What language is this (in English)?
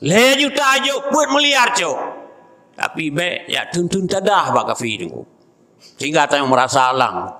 Achinese